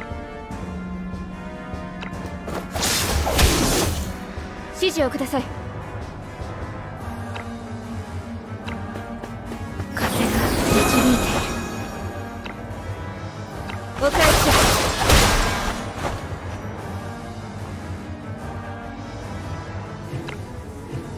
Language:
Japanese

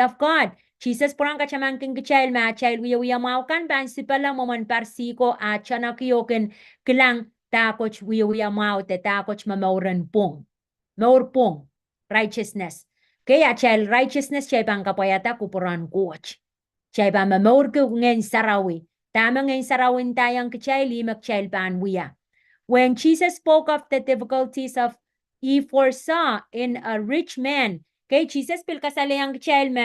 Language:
Pohnpeian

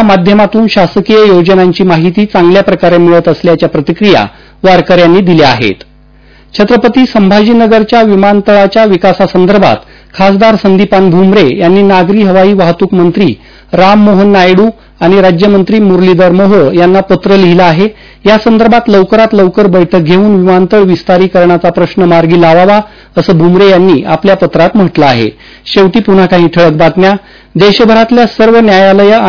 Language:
Marathi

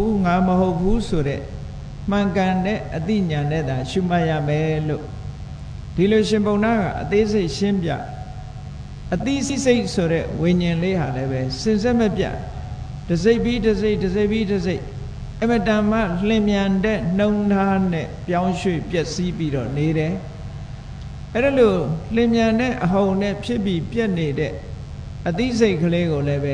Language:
Burmese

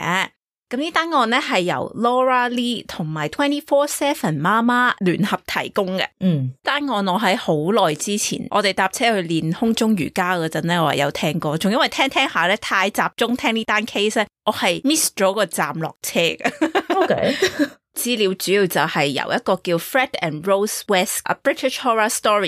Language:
Cantonese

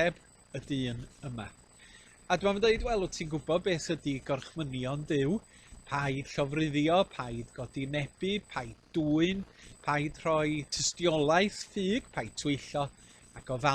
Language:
Welsh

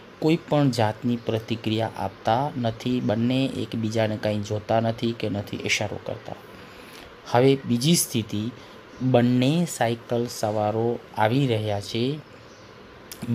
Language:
Gujarati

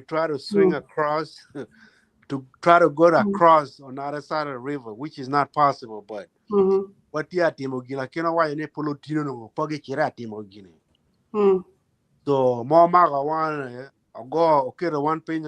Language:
Acoli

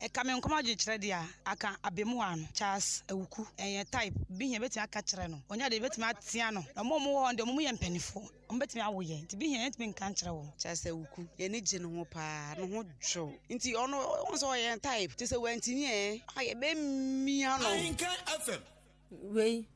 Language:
Akan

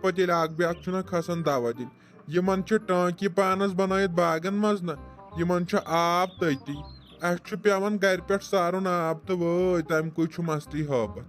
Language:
Kashmiri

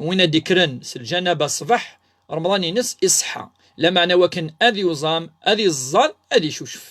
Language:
Kabyle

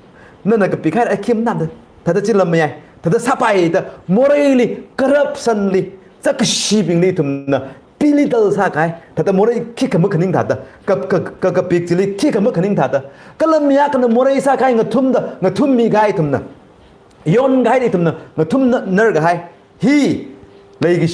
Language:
Tangkhul Naga (India)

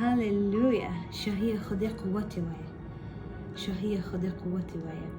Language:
Kurdish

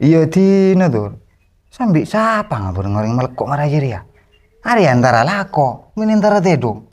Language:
Madurese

